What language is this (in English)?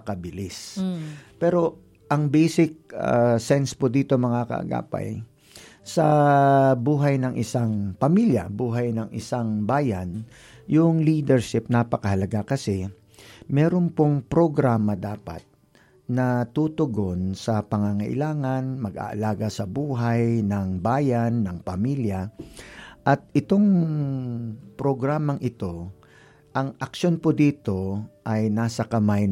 Filipino